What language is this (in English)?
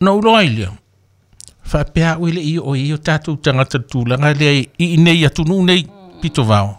Samoan